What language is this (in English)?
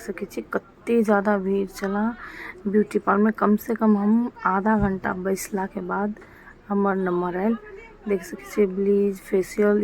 Maithili